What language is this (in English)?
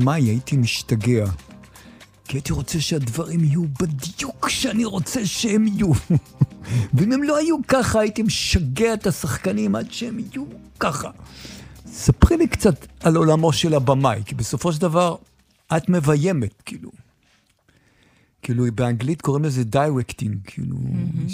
Hebrew